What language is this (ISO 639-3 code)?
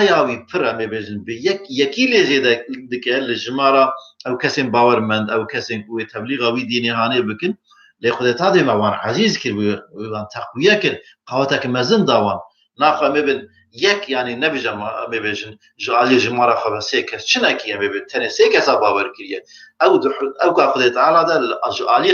kur